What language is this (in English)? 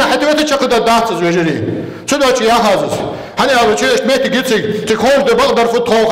Ingush